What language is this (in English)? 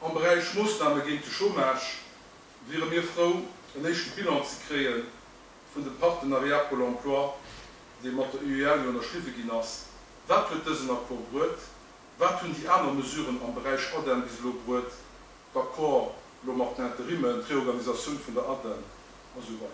Luxembourgish